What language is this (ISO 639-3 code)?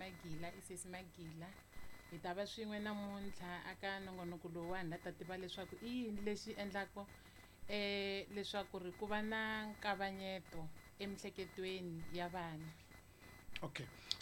tso